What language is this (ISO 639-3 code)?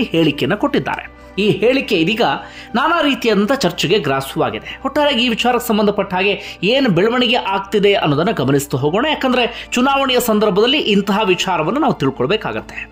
kan